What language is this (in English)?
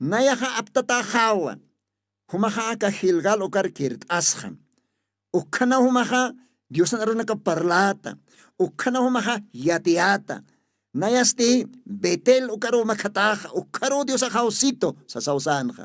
Aymara